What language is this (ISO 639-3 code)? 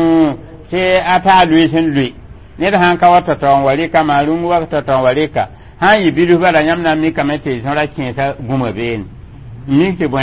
mos